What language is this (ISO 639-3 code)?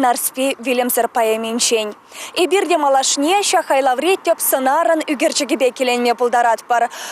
chv